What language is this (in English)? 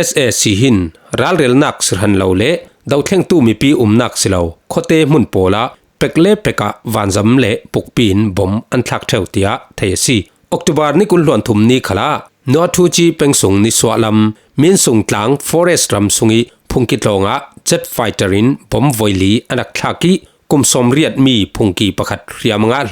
Falam Chin